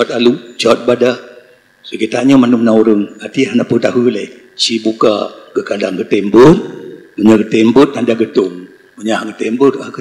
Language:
Achinese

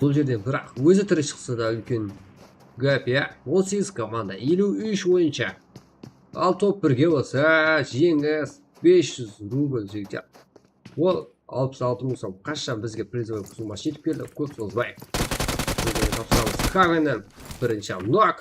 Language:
Kara-Kalpak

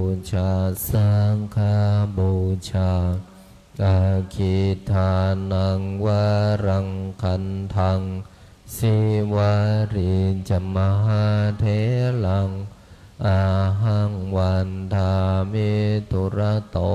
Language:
Pali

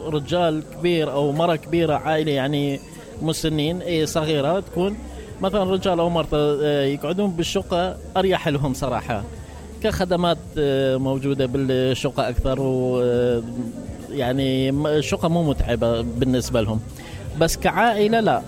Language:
Mesopotamian Arabic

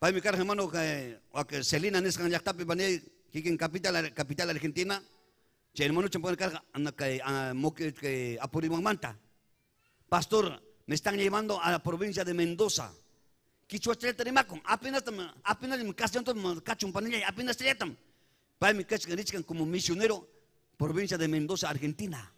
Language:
Ayacucho Quechua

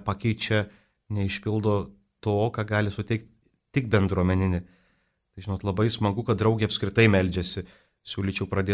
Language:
Lithuanian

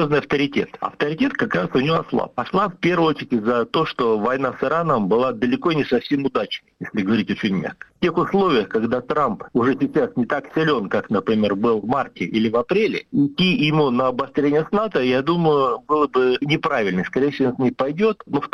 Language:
Russian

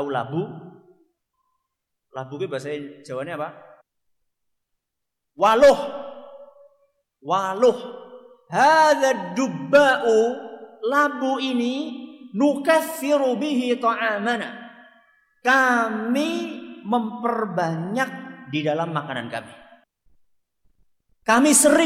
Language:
Indonesian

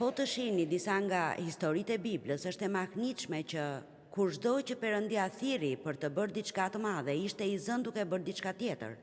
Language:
Albanian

